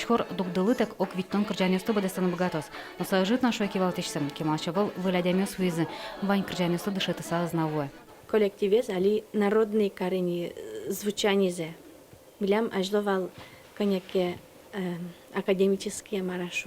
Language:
Udmurt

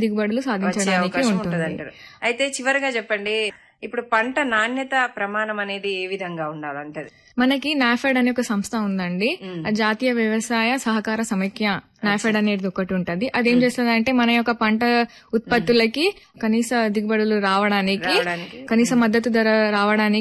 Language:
Telugu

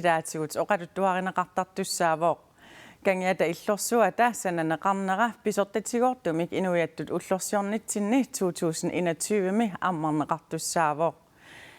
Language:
Kalaallisut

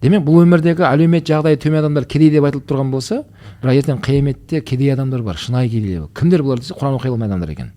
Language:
Kazakh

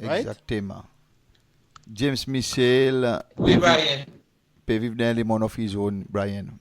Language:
Seselwa Creole French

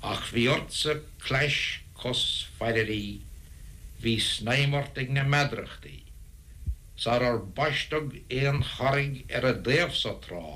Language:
Irish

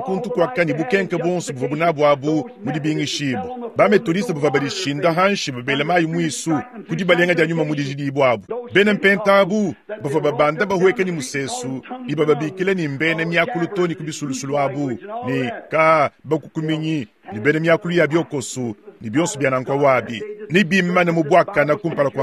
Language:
Luba-Lulua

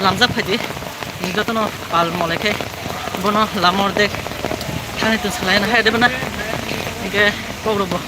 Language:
Kok Borok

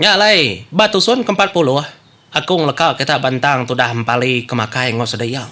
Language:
Iban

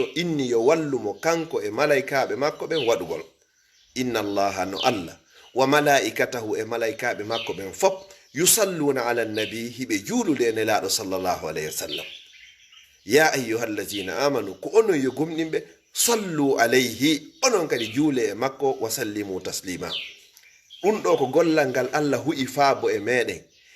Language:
Fula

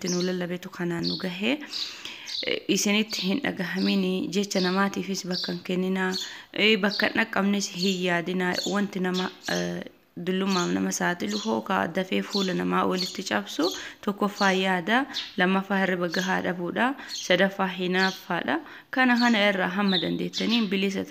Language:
Oromo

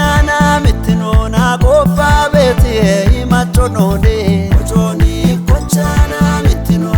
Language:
Kafa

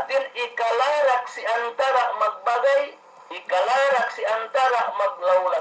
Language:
Yakan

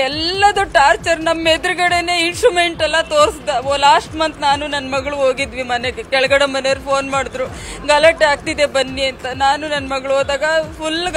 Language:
Kannada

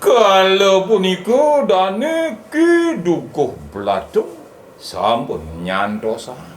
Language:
Balinese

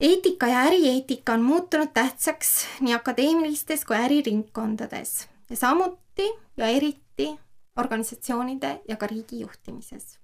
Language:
Estonian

